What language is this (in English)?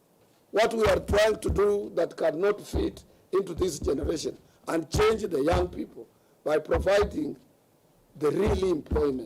Kamba